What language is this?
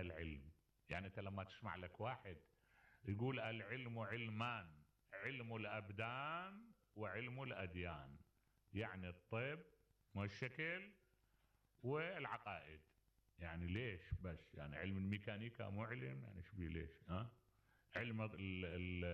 Mesopotamian Arabic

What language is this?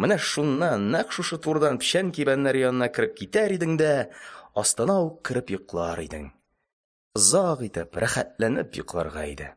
Tatar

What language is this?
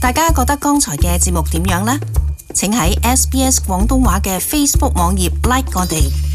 Cantonese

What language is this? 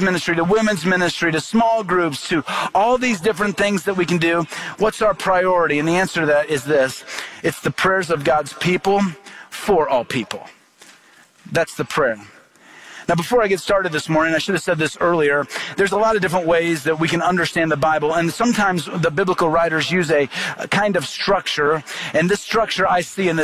English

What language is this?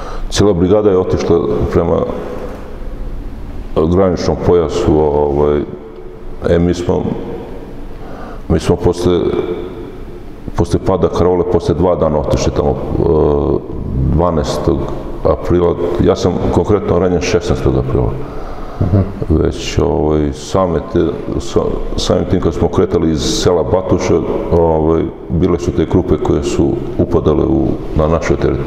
Serbian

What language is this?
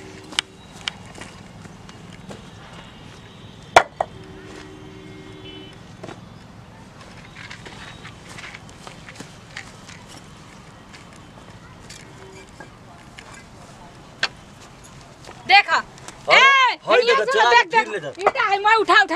Bhojpuri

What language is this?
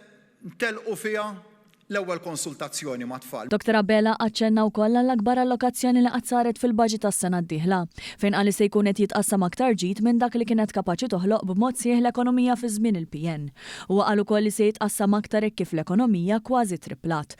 Maltese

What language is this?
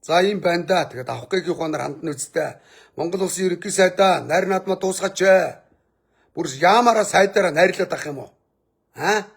Mongolian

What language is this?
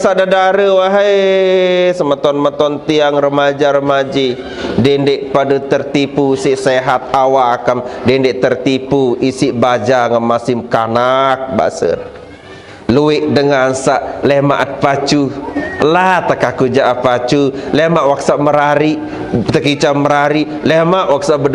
Sasak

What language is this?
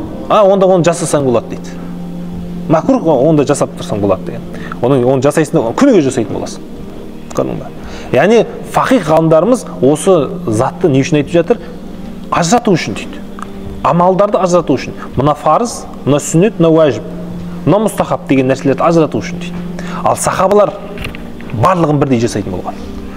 Kazakh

